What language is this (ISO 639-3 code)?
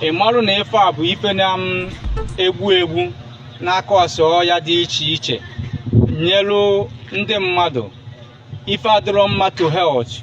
ibo